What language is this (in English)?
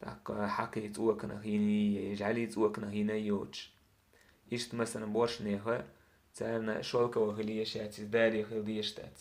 Chechen